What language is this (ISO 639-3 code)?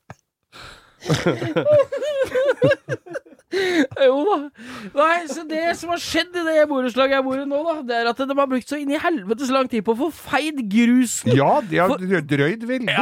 nor